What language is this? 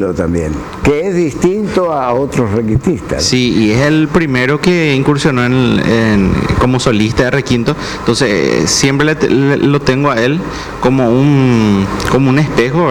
Spanish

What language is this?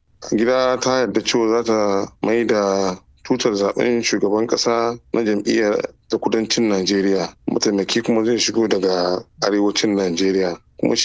Hausa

